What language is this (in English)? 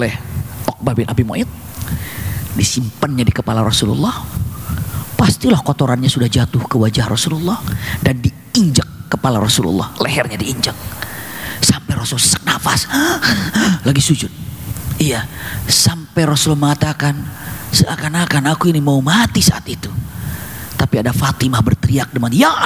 Indonesian